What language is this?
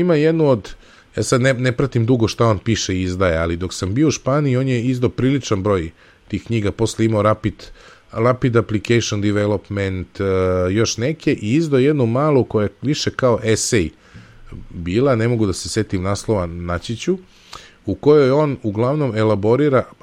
Serbian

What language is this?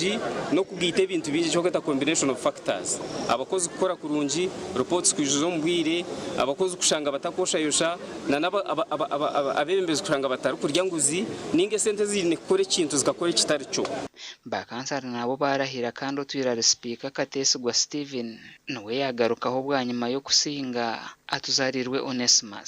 Nyankole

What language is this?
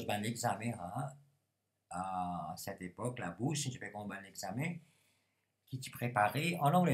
Morisyen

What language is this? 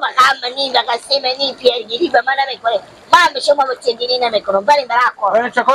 Persian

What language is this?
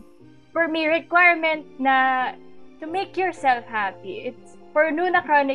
Filipino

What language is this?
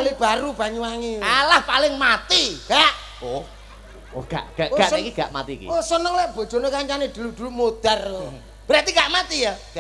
Javanese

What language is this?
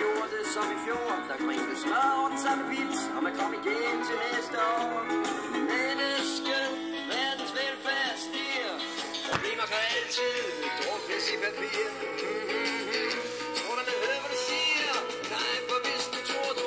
Danish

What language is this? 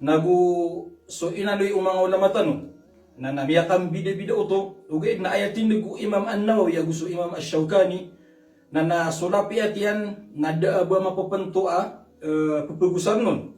Maranao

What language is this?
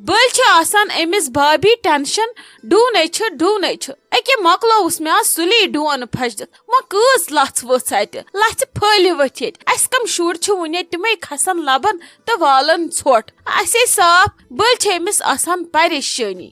Kashmiri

